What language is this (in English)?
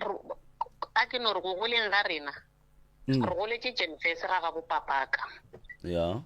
Northern Sotho